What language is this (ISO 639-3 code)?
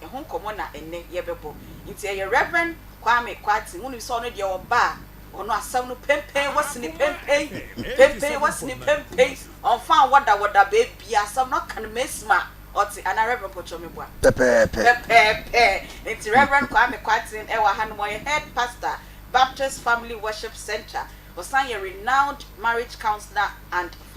aka